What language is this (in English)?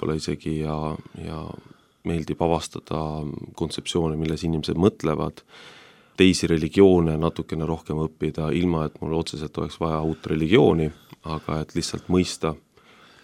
Estonian